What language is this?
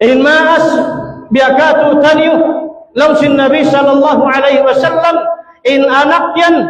Tausug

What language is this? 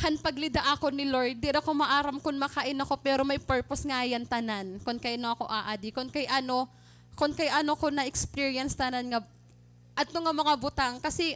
Waray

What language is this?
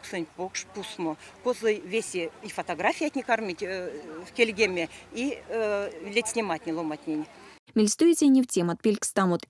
Erzya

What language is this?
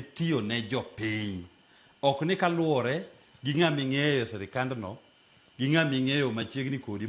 Luo (Kenya and Tanzania)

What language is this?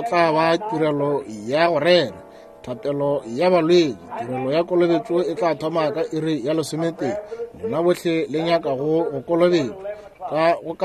Northern Sotho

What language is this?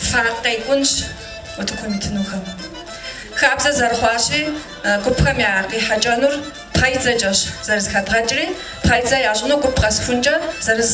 Kabardian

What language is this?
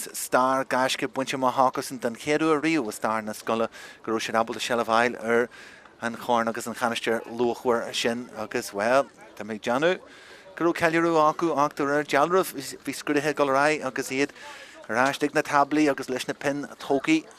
Irish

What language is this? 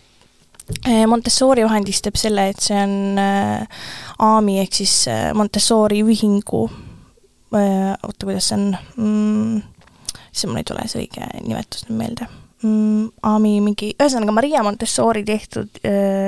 Estonian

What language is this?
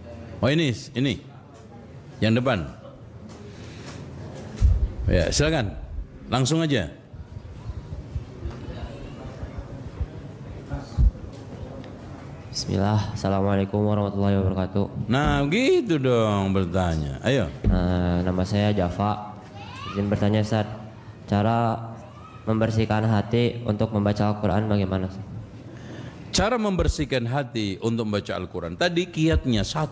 Indonesian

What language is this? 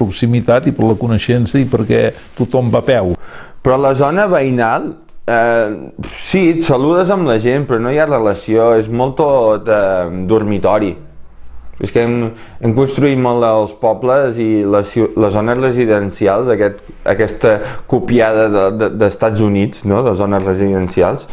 Catalan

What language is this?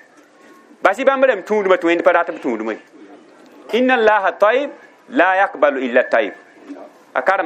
Mossi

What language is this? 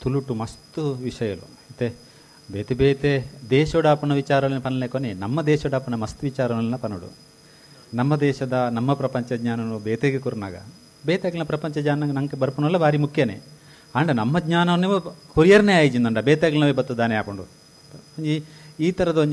Tulu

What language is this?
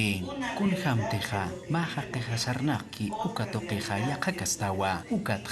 Aymara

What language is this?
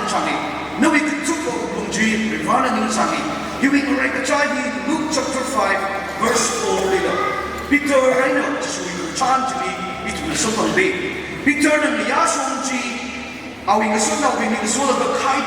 Tangkhul Naga (India)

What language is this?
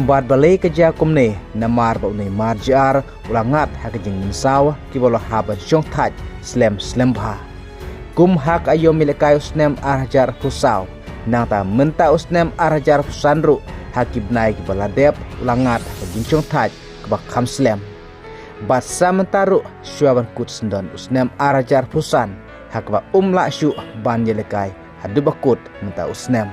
Khasi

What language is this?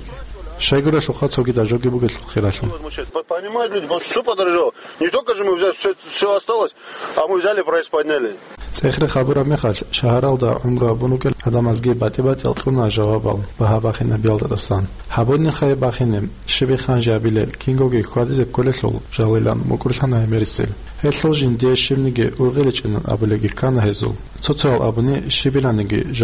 Avaric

